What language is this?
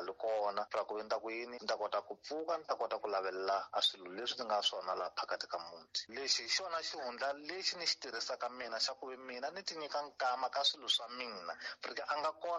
Tsonga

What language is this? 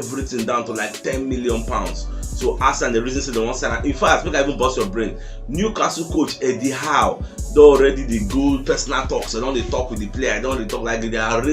Nigerian Pidgin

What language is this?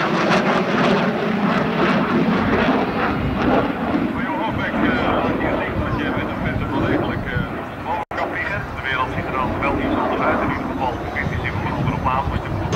Dutch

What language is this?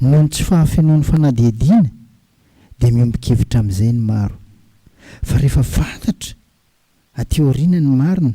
Malagasy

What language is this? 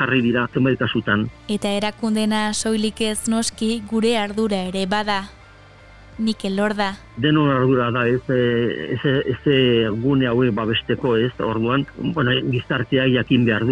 Basque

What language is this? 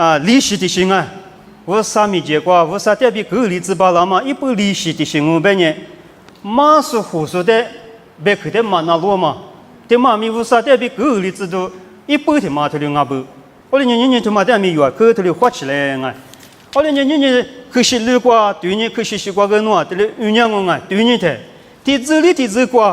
Lisu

